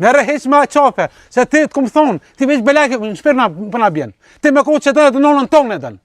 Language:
Albanian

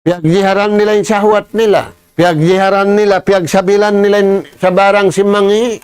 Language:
Tausug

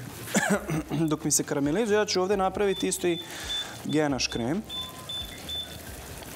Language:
Serbian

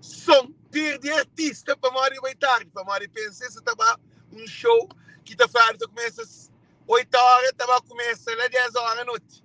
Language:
Kabuverdianu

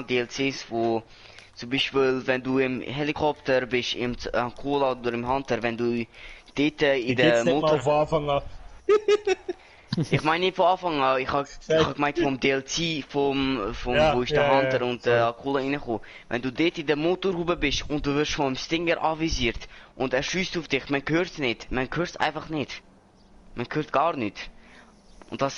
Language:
Swiss German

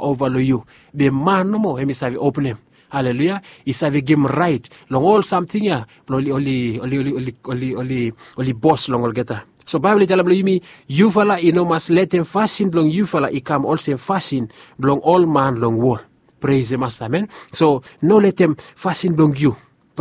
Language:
Bislama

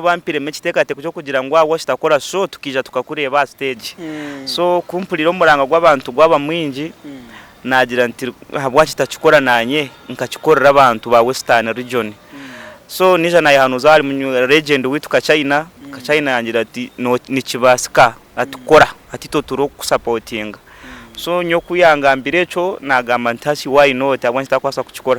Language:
Nyankole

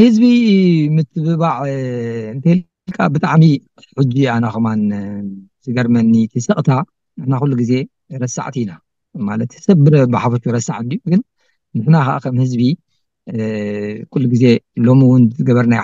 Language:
Tigrinya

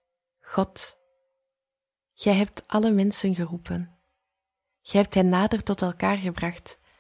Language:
Dutch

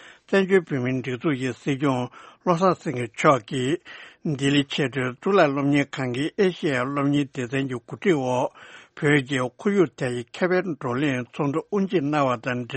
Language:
Tibetan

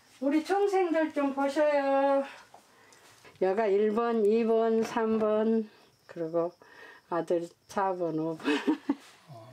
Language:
Korean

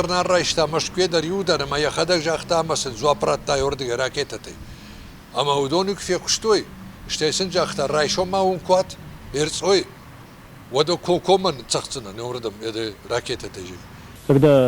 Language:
Ossetic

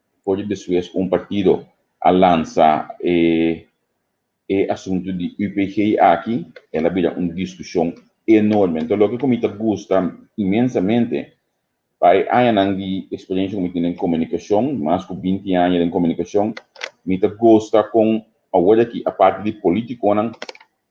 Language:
Papiamento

